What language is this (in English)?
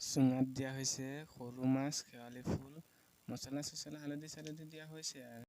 Assamese